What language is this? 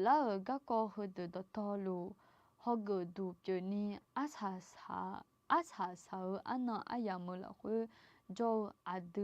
Akha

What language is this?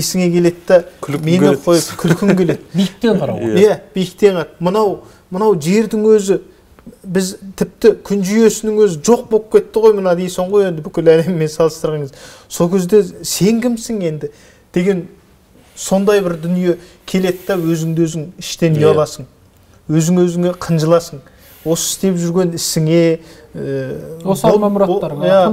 Kazakh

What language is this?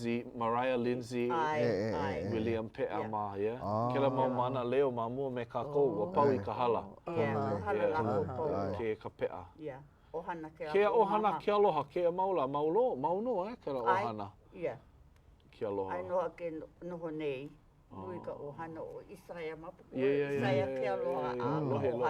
Hawaiian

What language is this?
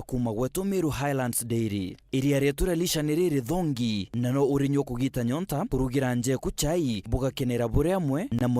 Meru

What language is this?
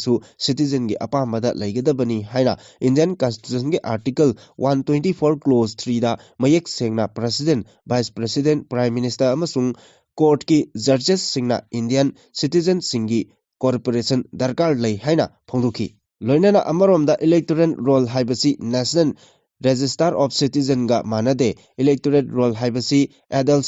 Manipuri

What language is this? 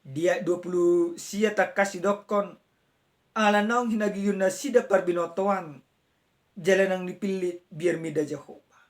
Batak Toba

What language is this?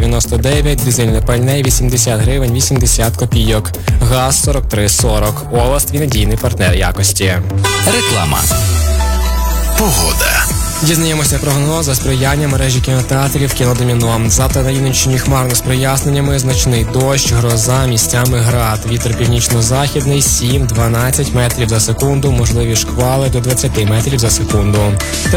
Ukrainian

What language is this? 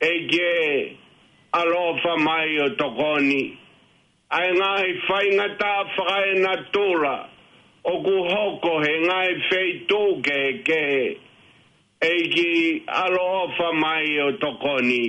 Tongan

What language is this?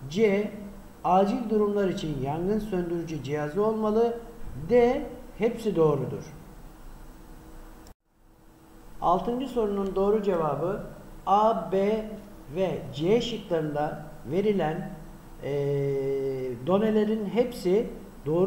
Turkish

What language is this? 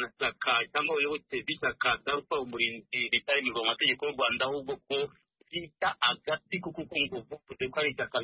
Kinyarwanda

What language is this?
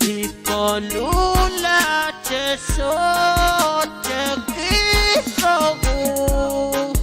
Pohnpeian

